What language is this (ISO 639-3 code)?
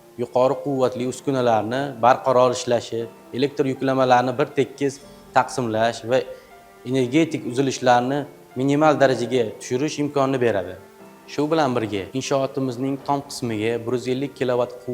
uzb